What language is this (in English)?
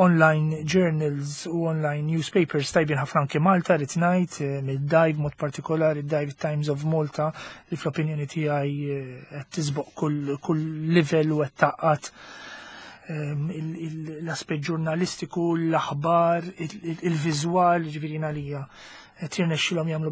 Maltese